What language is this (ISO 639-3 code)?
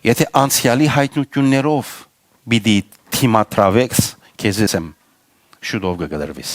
hyw